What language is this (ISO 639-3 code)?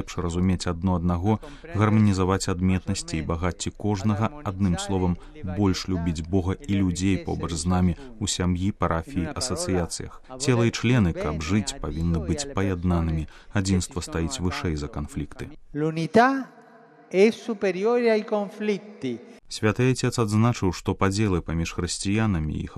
bel